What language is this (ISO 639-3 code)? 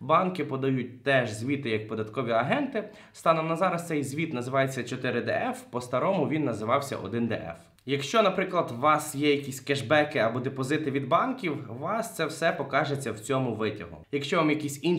ukr